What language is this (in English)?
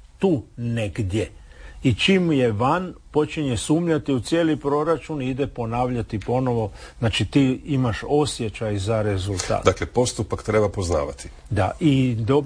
Croatian